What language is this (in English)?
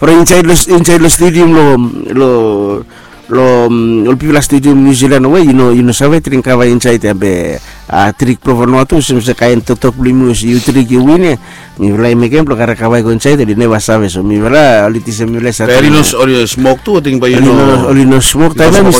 Bislama